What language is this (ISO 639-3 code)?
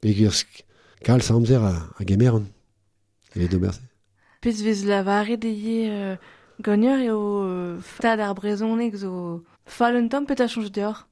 bre